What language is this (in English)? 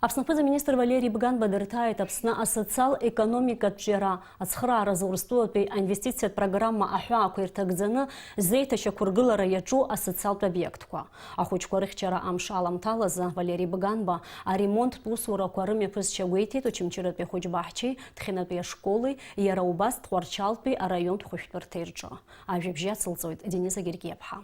Abkhazian